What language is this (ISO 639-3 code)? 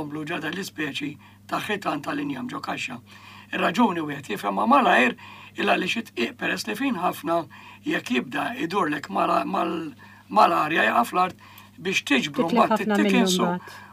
mlt